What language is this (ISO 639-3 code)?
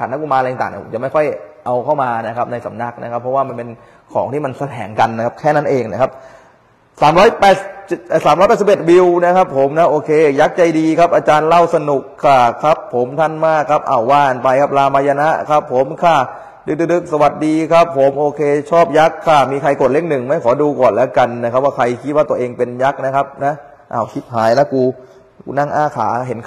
tha